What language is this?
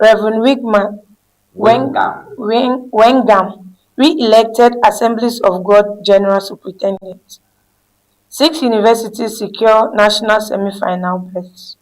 Ewe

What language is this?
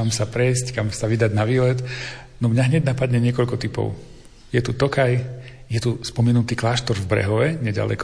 Slovak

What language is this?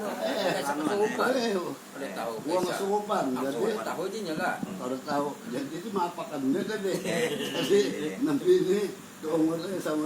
Banjar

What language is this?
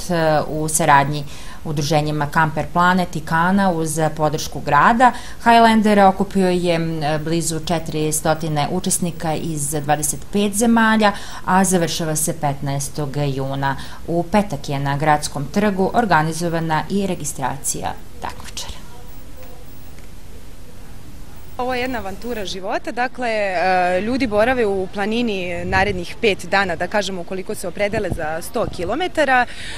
Serbian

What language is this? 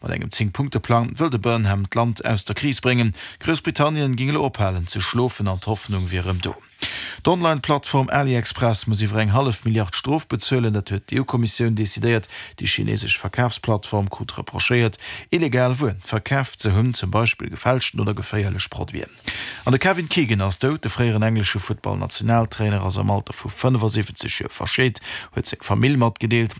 Luxembourgish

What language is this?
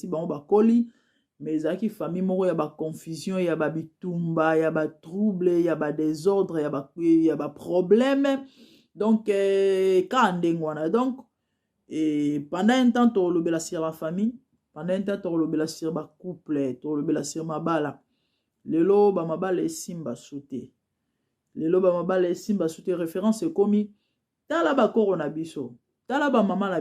Lingala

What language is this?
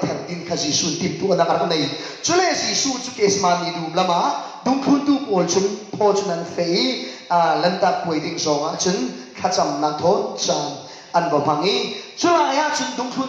Falam Chin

